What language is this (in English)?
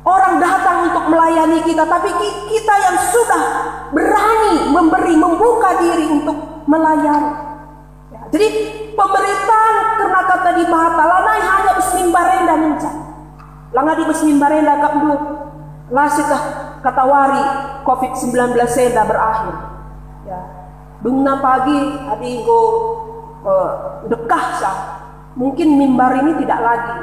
Batak Karo